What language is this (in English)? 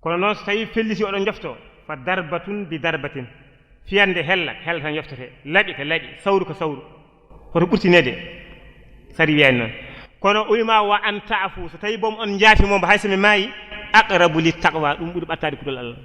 Fula